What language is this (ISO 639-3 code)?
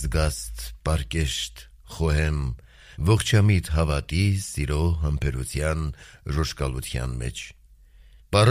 hye